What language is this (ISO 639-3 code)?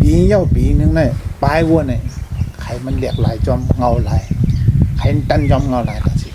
shn